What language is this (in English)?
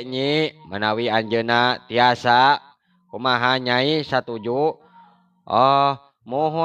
Sundanese